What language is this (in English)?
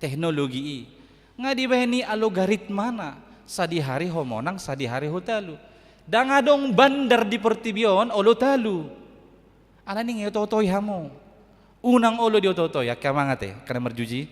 Batak Toba